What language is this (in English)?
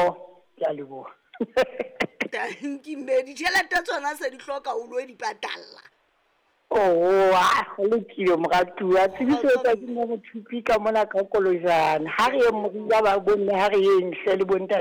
Southern Sotho